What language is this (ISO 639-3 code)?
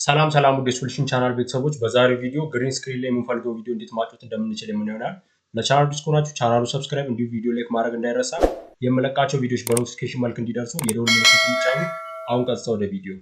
amh